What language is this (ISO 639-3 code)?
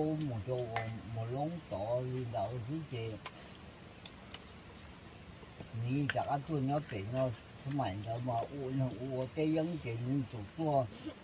vie